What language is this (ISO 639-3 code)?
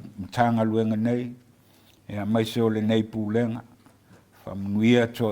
smo